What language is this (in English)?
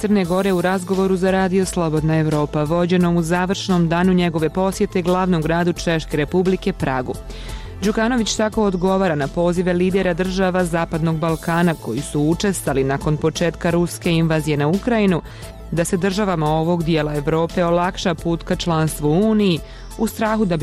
Serbian